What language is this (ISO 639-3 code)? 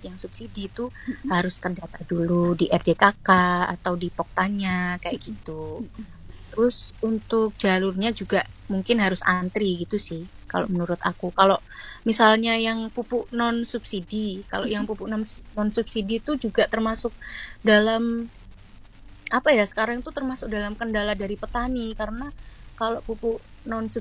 ind